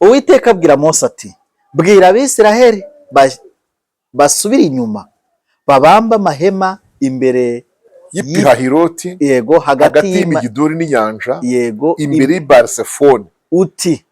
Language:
Kinyarwanda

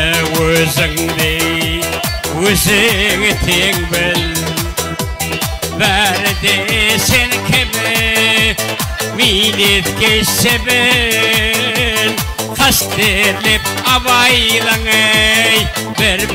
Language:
Kara-Kalpak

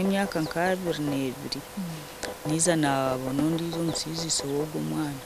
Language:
Nyankole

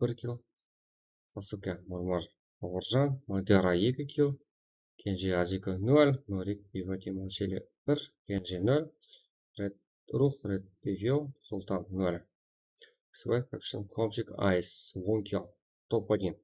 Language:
Kara-Kalpak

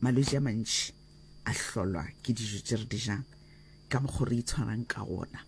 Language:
Northern Sotho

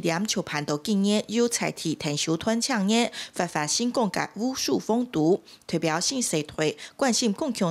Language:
Hakka Chinese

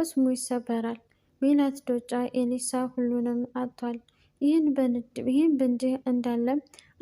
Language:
Amharic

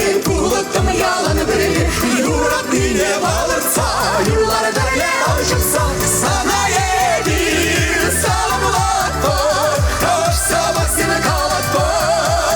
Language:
Chuvash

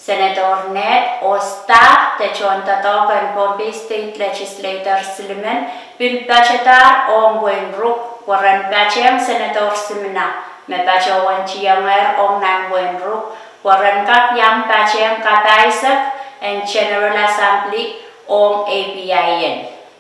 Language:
Pohnpeian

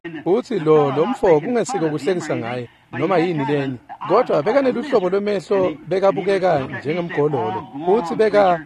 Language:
Swati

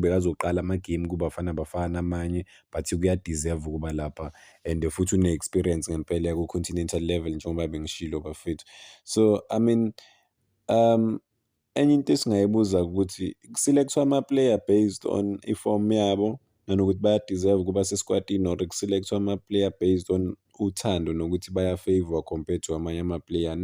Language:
Zulu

